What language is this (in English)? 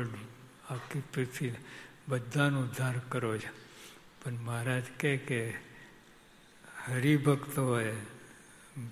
Gujarati